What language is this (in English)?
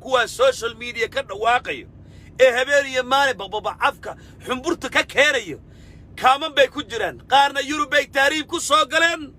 Somali